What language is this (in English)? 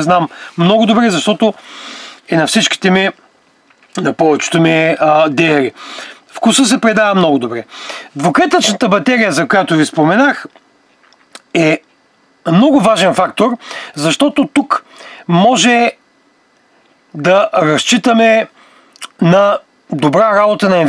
Bulgarian